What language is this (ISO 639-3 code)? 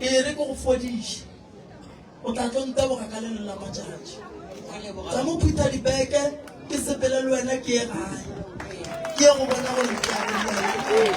nso